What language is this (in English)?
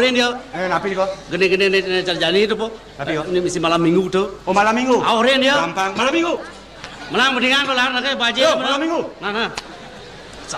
Balinese